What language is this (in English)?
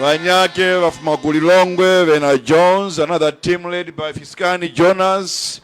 Tumbuka